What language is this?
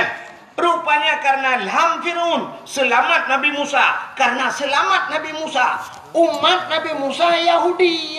Achinese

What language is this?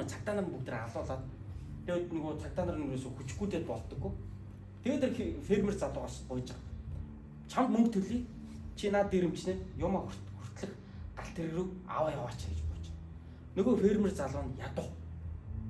Mongolian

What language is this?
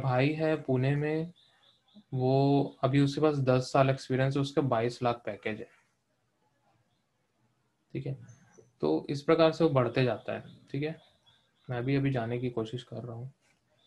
Hindi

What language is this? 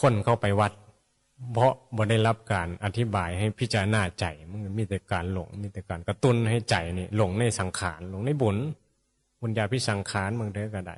Northeastern Thai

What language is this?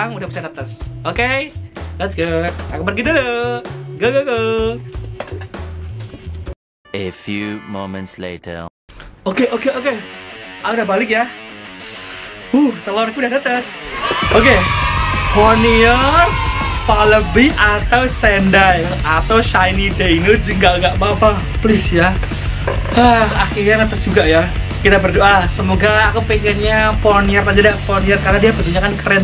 Indonesian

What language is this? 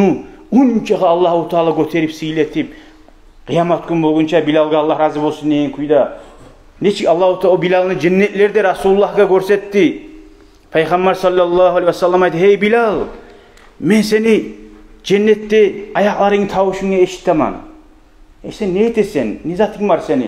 Kumyk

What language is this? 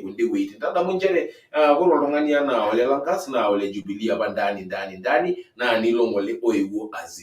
Masai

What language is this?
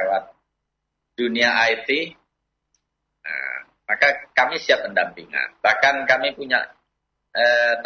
Indonesian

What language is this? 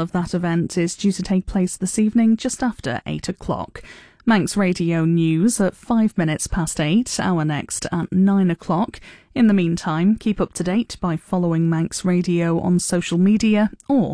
English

